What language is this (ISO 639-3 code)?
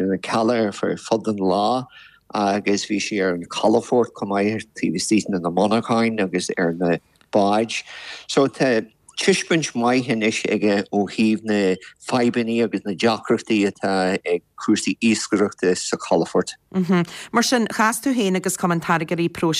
gle